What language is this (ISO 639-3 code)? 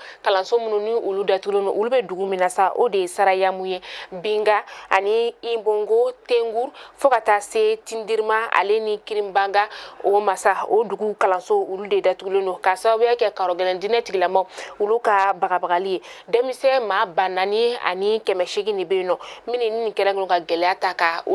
bam